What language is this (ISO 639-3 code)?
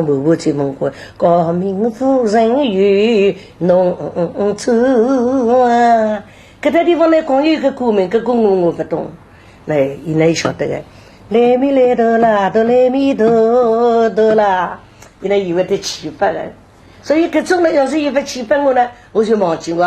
wuu